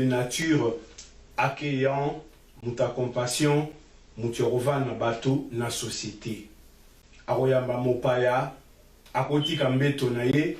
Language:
Lingala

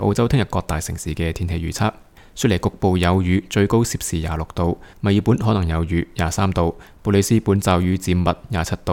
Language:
Cantonese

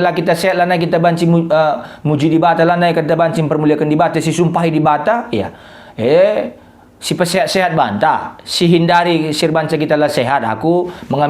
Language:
Batak Karo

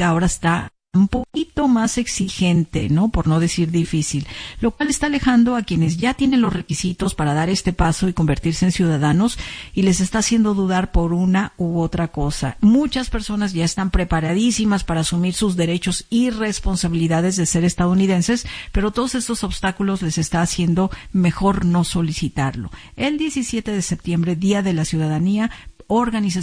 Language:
Spanish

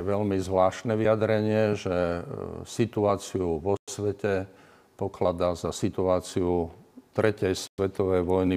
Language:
Slovak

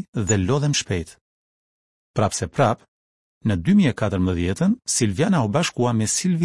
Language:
Albanian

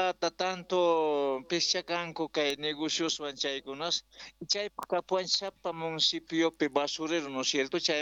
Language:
South Bolivian Quechua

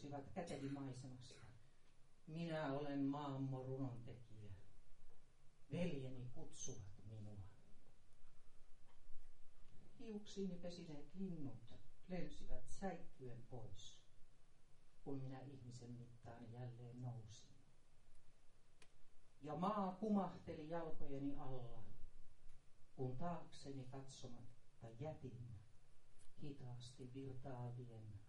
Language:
Finnish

